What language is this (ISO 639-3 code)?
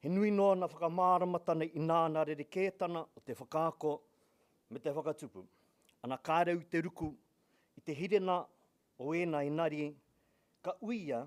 mri